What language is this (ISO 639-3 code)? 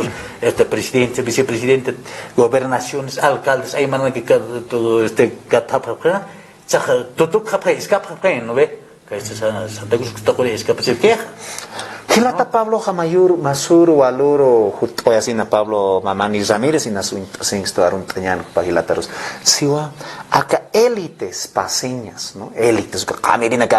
aym